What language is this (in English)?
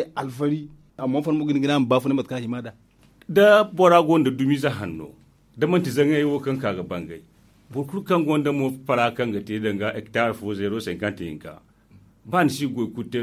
Zarma